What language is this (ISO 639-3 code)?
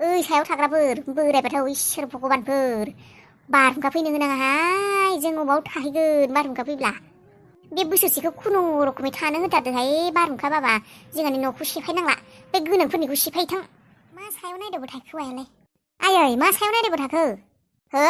brx